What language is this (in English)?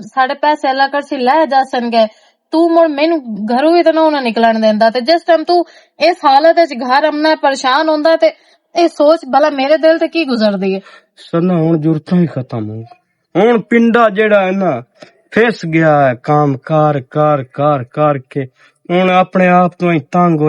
Western Panjabi